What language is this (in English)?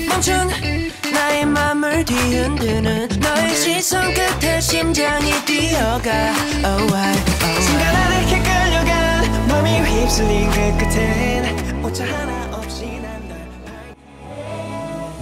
Korean